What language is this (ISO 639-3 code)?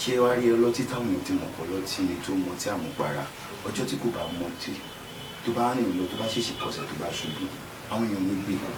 yor